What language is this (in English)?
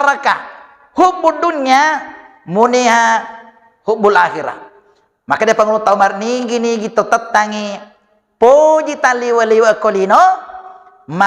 Buginese